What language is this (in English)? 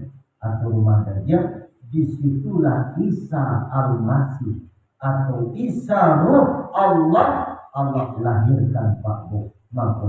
Minangkabau